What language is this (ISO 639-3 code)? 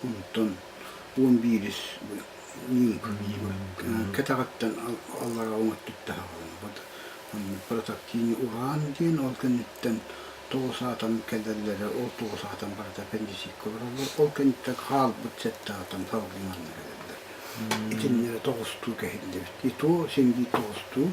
sah